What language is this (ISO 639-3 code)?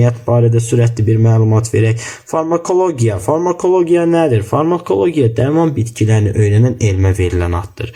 aze